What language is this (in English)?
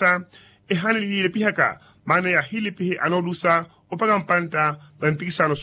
Makhuwa